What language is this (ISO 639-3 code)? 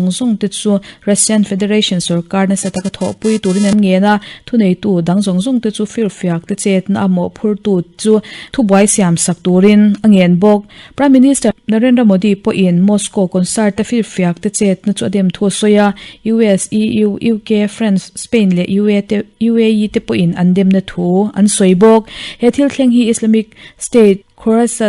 lus